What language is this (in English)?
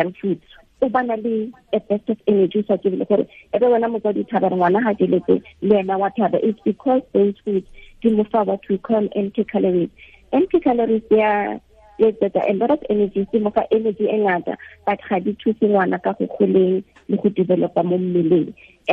Tswana